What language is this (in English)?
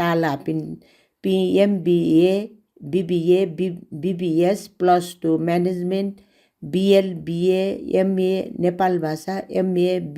Newari